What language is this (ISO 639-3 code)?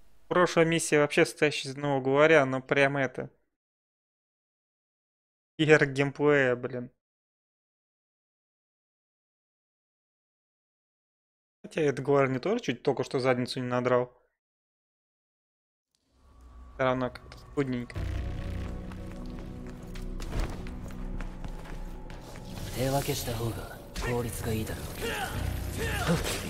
rus